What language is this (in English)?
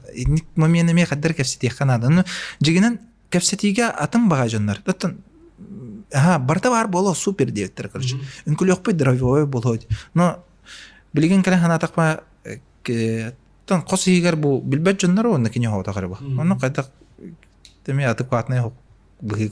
Yakut